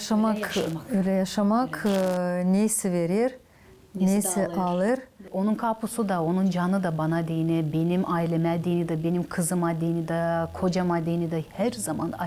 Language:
Gagauz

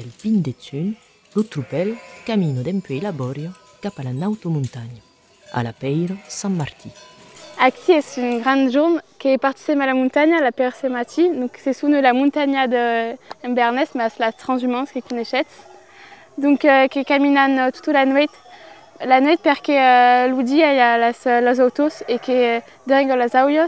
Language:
Occitan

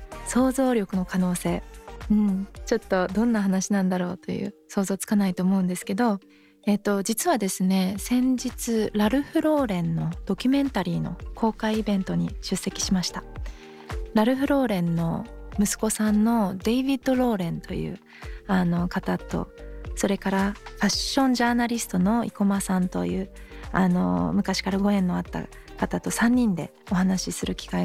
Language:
Japanese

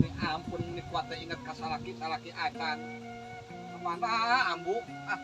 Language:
Sundanese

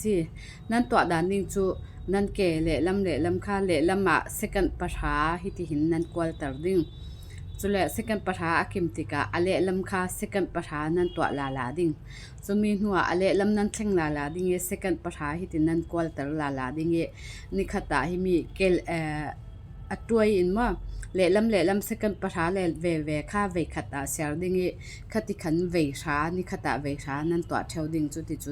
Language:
Falam Chin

